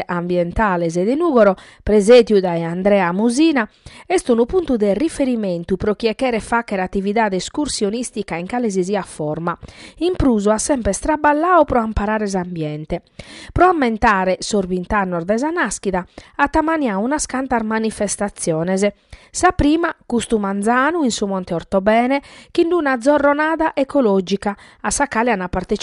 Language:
Sardinian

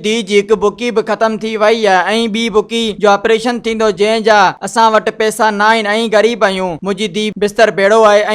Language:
Sindhi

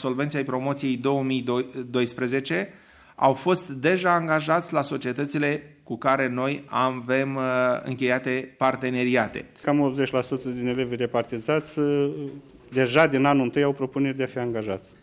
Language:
Romanian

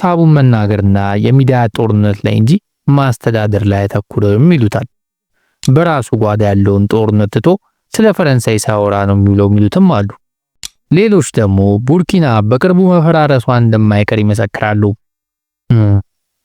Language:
Amharic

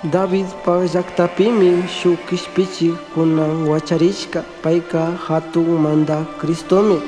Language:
Chimborazo Highland Quichua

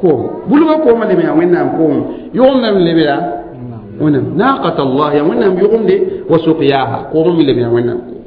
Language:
Mossi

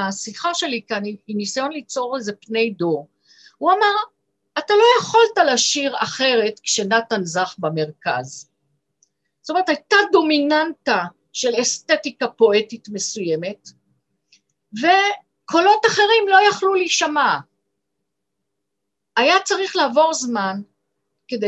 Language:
Hebrew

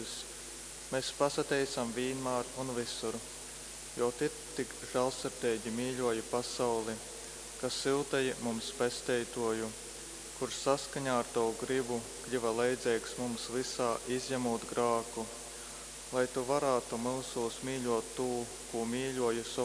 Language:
Latgalian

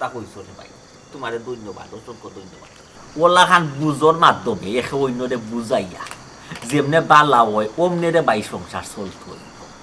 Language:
Sylheti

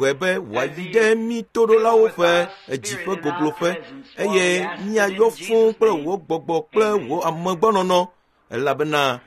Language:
Ewe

